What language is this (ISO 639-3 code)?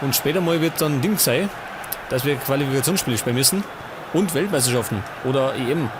bar